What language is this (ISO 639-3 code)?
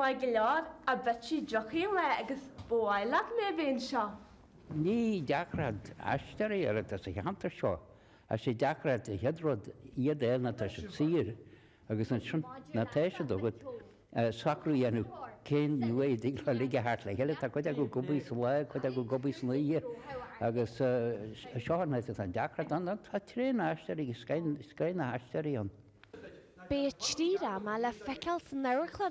gle